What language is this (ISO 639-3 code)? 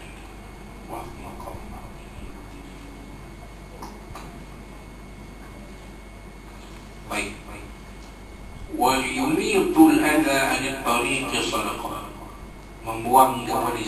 msa